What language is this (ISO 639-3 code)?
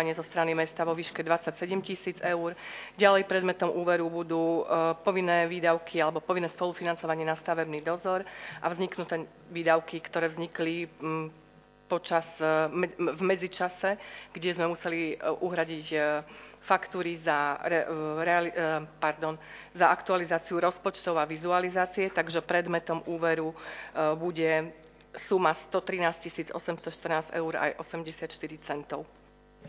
slk